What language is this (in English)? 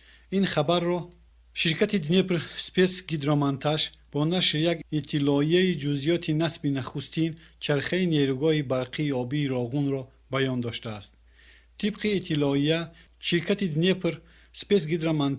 Tajik